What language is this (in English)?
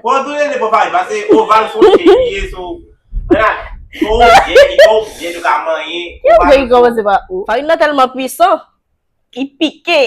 Haitian Creole